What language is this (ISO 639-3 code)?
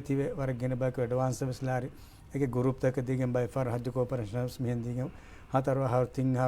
div